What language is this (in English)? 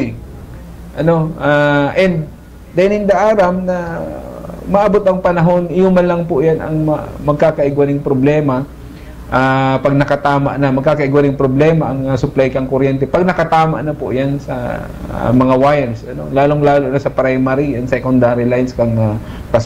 Bikol